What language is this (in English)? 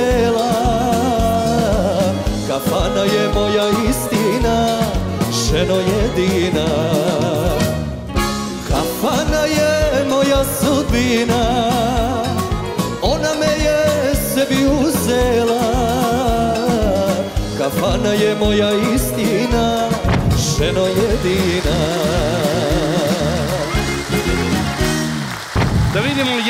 Serbian